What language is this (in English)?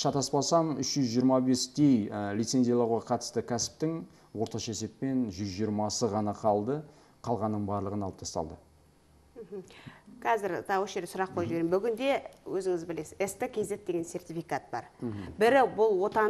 Kazakh